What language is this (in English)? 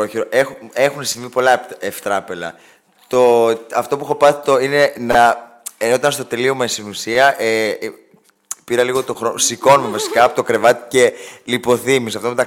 Greek